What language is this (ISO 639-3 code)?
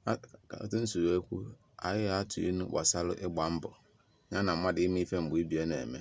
ibo